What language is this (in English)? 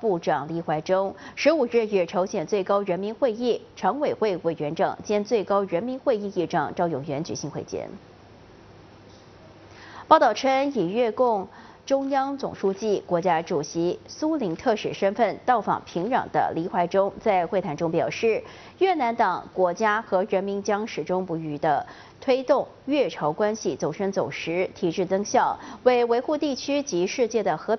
Chinese